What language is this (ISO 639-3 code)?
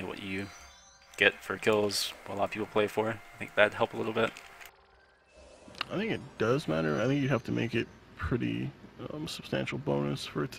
eng